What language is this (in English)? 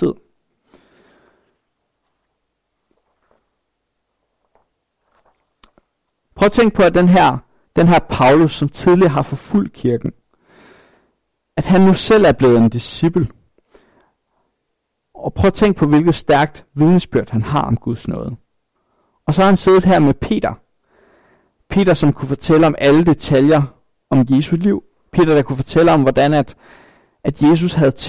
Danish